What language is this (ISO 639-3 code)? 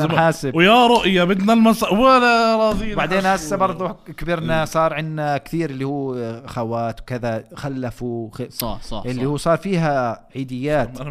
apc